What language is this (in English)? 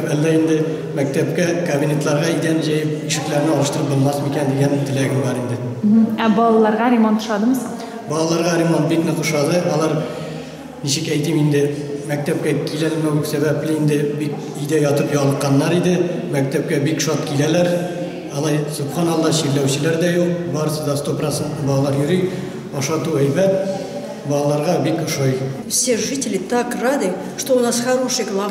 Tatar